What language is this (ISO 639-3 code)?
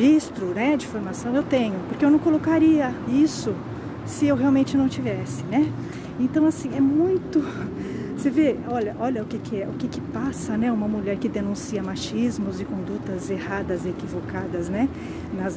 por